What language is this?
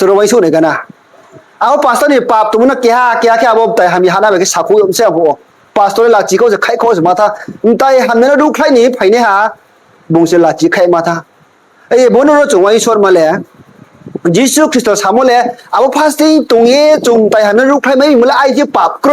Riang (India)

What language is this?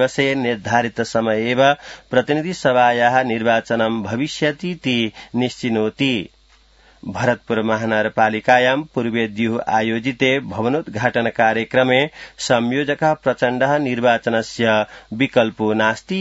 Sanskrit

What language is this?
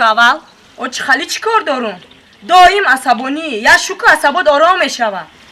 Tajik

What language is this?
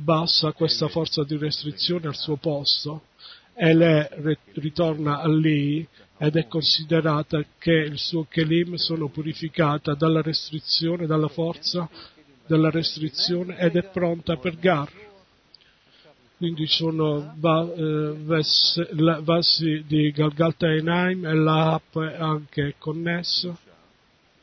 Italian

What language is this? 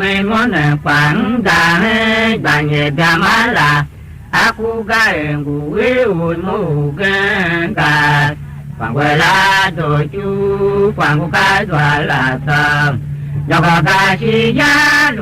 Tiv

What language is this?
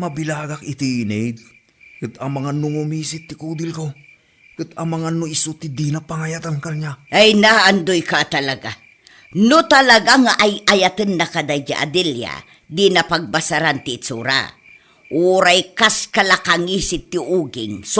Iloko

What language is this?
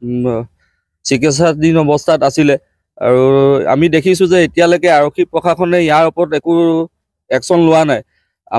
Assamese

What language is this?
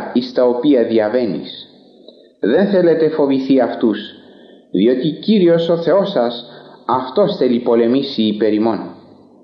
Greek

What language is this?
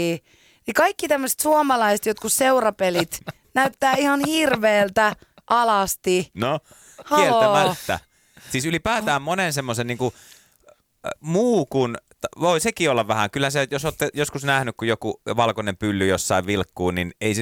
Finnish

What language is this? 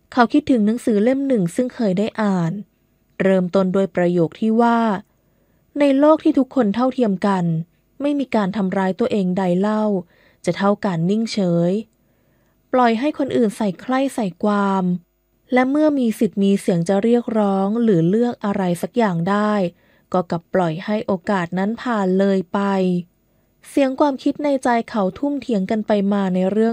Thai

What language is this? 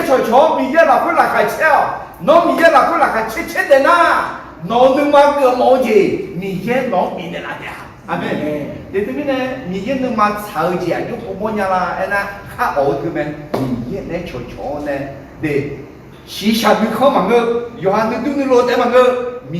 Akha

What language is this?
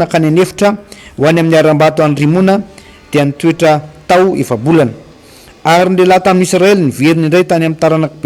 Malagasy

